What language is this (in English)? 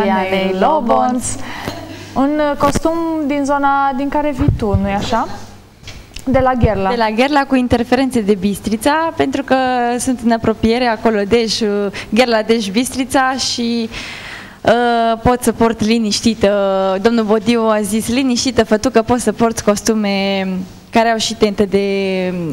Romanian